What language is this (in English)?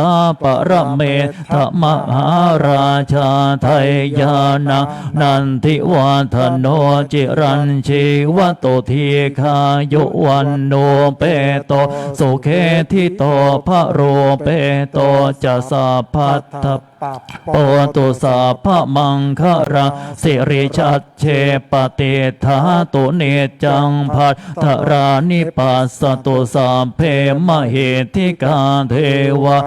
Pali